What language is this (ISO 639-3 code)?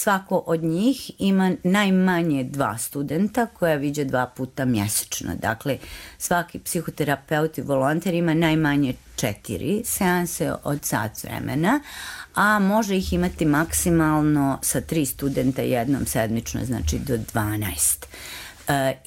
bos